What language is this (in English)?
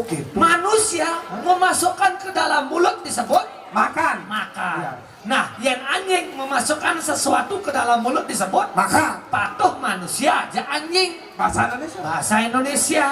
Balinese